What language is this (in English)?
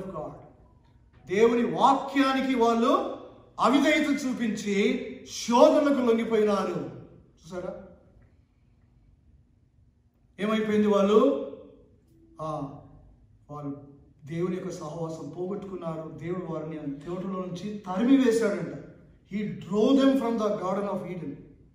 Telugu